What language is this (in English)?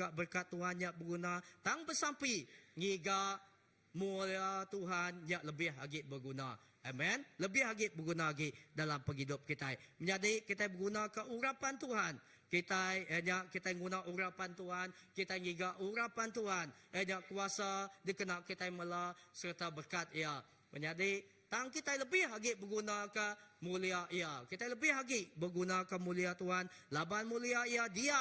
Iban